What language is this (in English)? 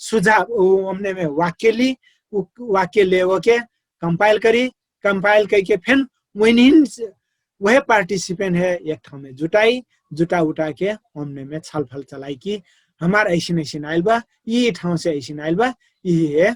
Dangaura Tharu